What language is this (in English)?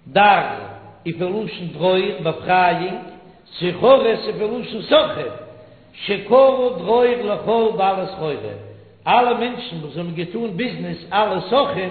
Yiddish